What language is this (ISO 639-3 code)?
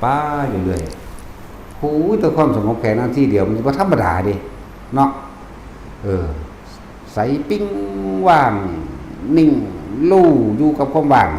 tts